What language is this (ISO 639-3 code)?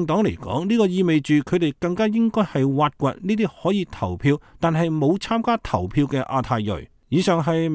yue